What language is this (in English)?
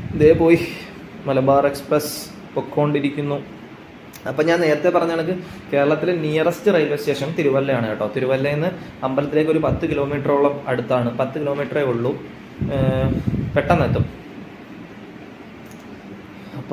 Malayalam